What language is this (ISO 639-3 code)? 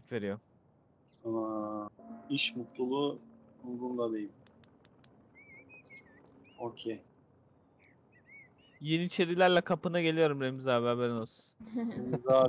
tur